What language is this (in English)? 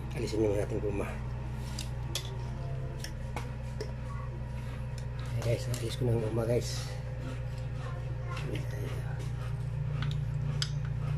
Filipino